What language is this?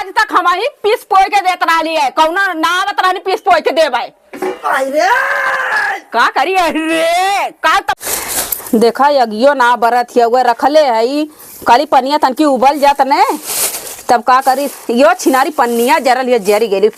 Awadhi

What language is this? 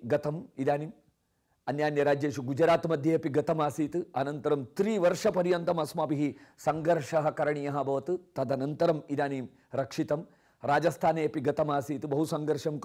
Sanskrit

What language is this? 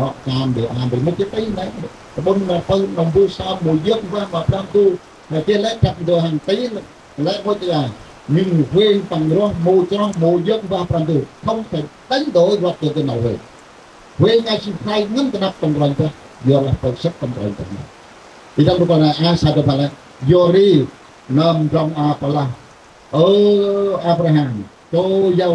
Central Mnong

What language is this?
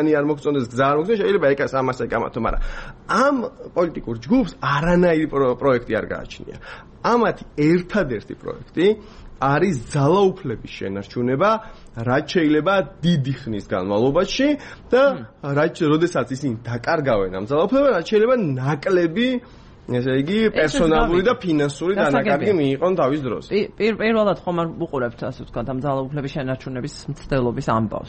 Georgian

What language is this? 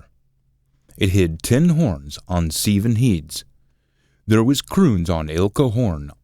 Scots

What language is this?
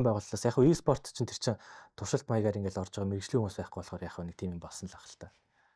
Mongolian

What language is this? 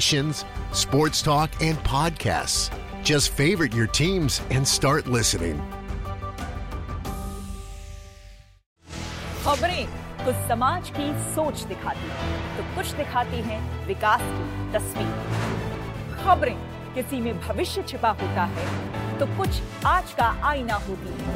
Hindi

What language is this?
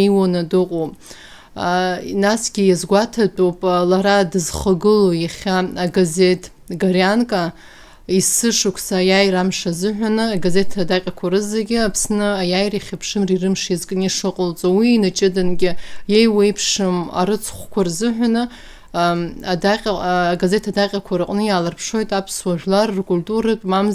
Abkhazian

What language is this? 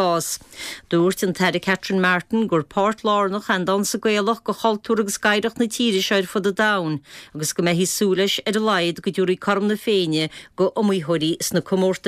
Irish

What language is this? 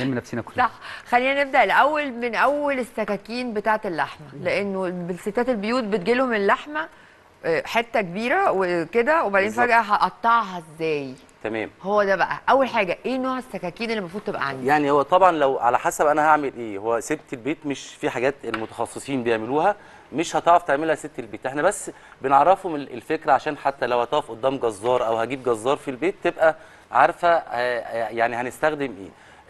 Egyptian Arabic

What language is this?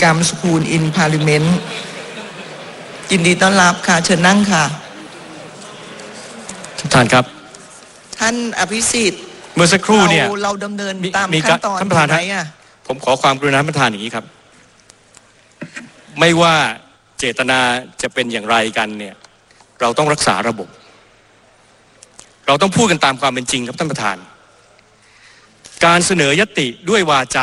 Thai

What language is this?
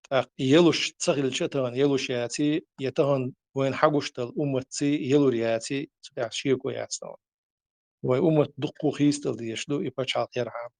Chechen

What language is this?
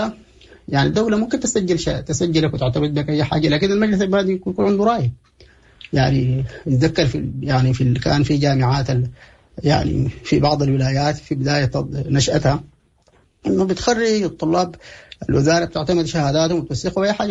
Sudanese Arabic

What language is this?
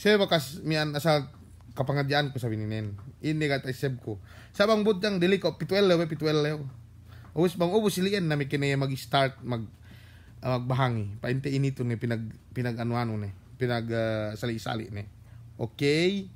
Yakan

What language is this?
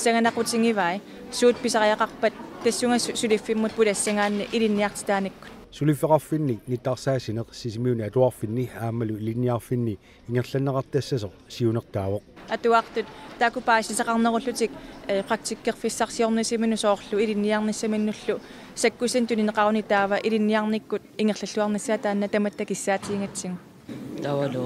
Kalaallisut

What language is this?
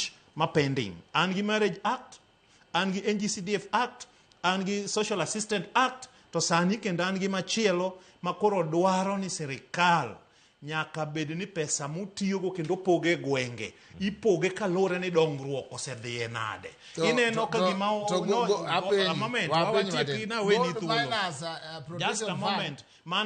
Luo (Kenya and Tanzania)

